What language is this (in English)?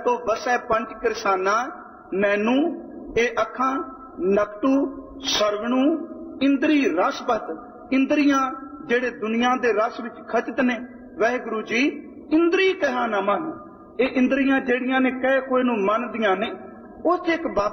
Punjabi